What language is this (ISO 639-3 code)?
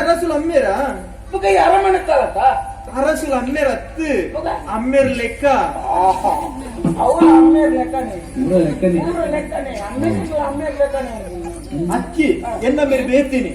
tcy